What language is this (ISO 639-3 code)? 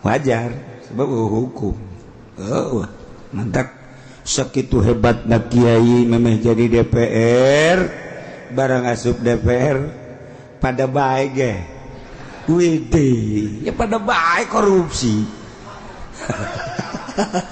sun